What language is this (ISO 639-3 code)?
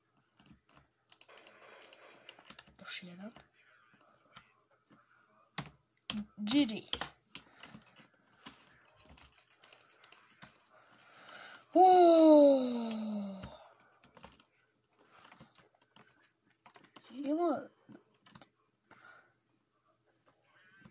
hrv